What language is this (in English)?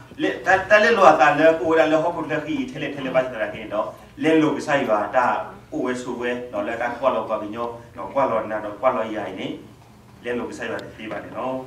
S'gaw Karen